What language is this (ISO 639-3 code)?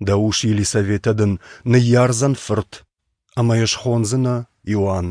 oss